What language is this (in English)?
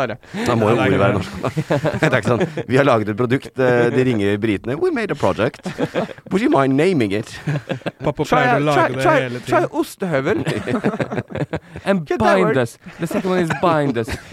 Norwegian